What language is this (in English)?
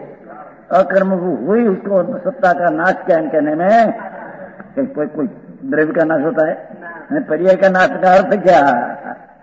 Hindi